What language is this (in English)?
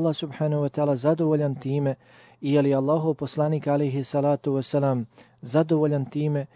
Bosnian